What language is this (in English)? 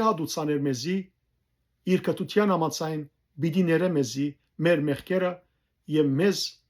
Western Armenian